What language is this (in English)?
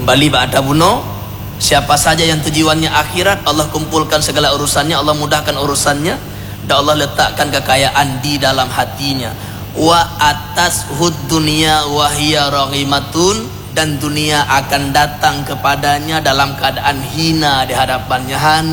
Achinese